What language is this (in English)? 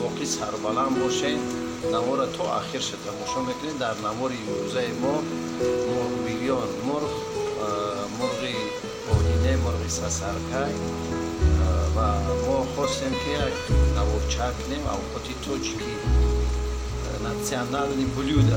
Tajik